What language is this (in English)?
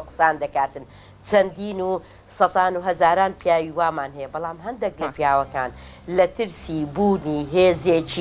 Central Kurdish